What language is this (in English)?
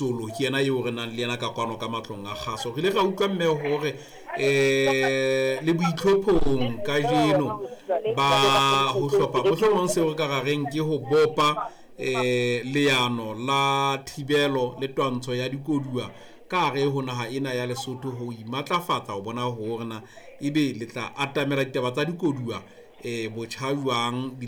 Southern Sotho